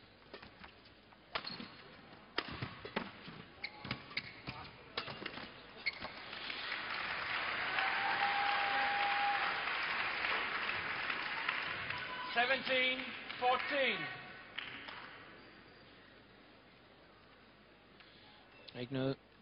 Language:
Danish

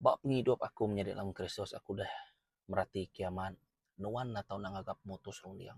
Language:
Iban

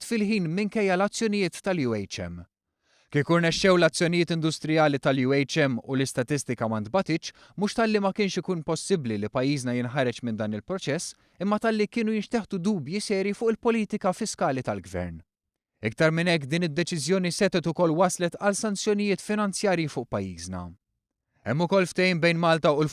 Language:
Maltese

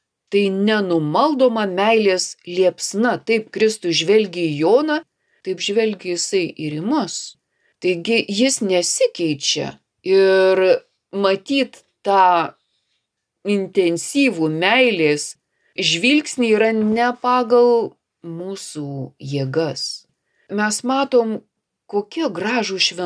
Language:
Lithuanian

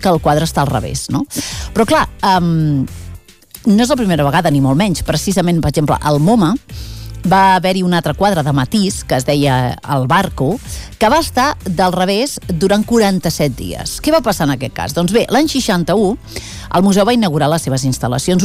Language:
Catalan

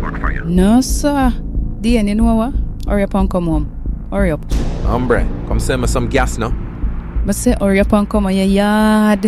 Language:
Jamaican Creole English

